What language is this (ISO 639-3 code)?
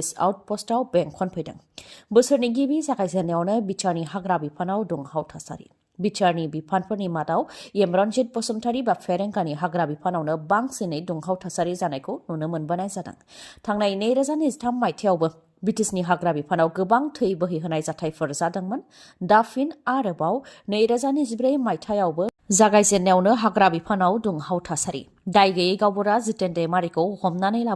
brx